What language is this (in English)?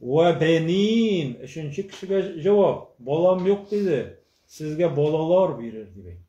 Tatar